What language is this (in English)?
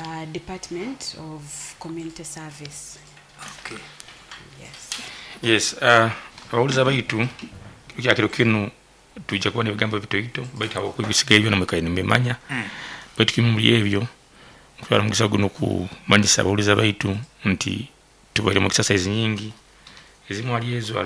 Nyoro